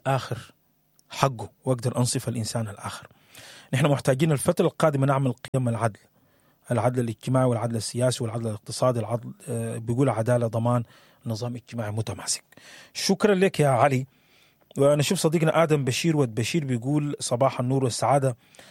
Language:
Sudanese Arabic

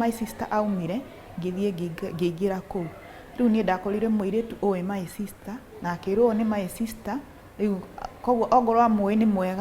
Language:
Kikuyu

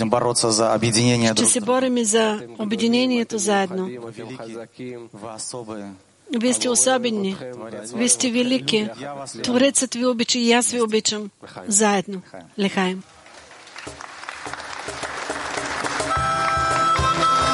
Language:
Bulgarian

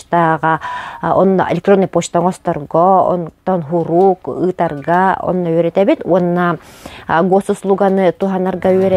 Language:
Yakut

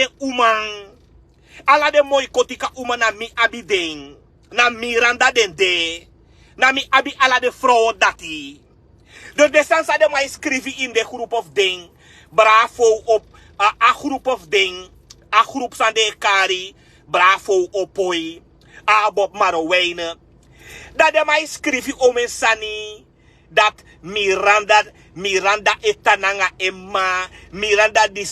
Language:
Sranan Tongo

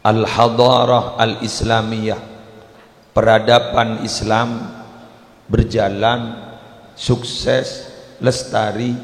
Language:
Madurese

